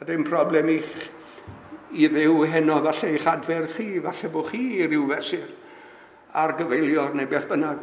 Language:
Welsh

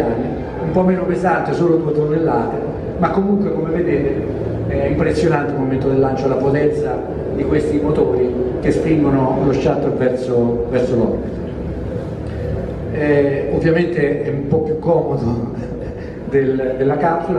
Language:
Italian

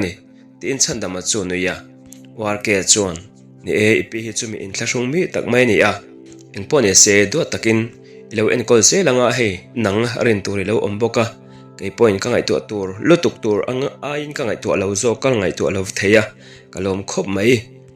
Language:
Mizo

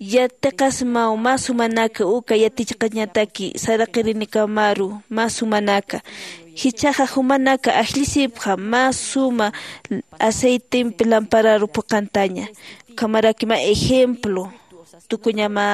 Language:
Aymara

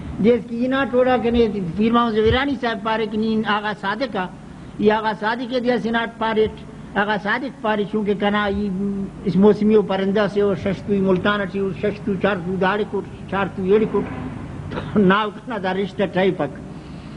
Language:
Brahui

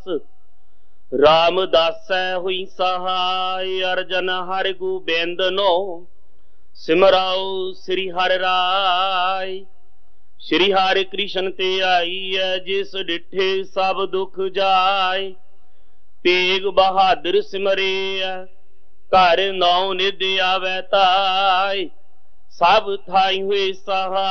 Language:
Punjabi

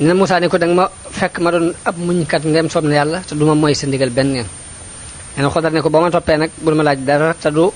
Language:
Wolof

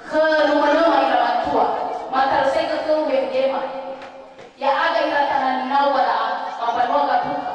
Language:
Nias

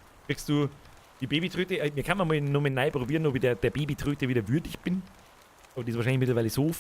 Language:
Bavarian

